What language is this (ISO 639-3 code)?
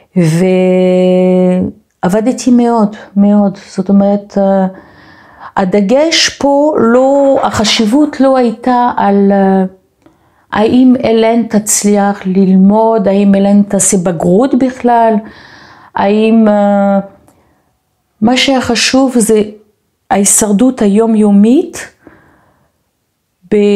heb